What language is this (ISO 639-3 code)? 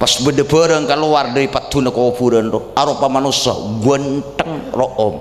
mad